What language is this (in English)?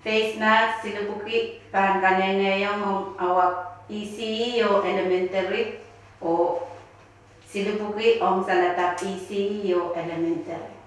Pohnpeian